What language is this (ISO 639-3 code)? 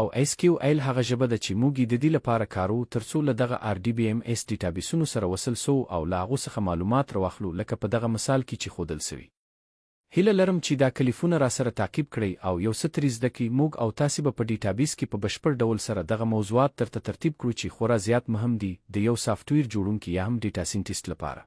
pus